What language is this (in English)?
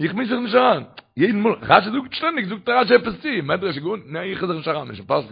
Yiddish